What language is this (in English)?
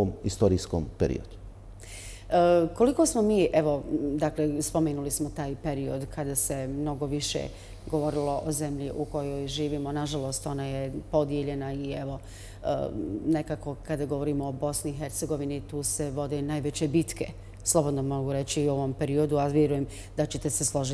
Bosnian